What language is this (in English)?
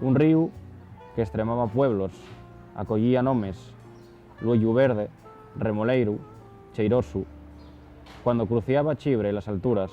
Asturian